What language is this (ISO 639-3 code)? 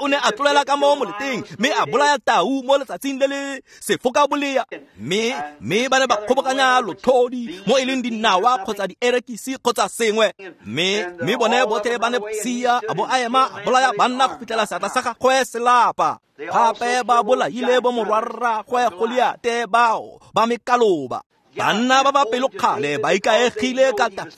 tsn